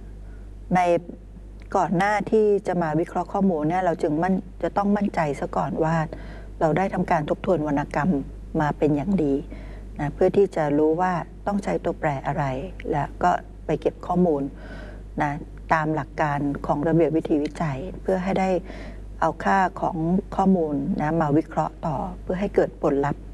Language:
Thai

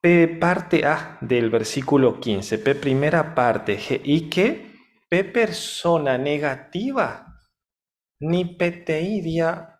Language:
Guarani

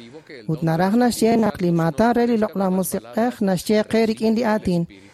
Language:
Kekchí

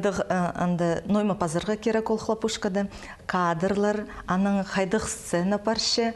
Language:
Khakas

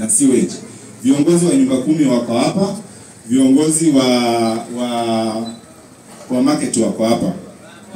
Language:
Swahili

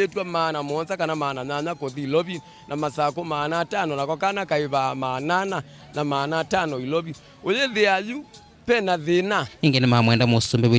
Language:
Kamba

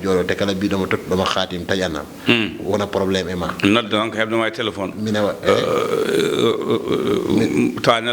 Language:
Fula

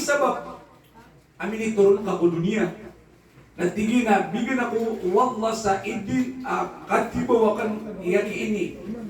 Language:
Maranao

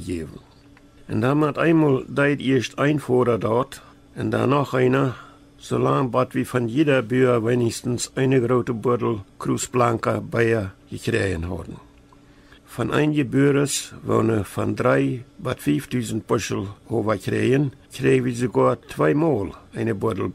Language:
Plautdietsch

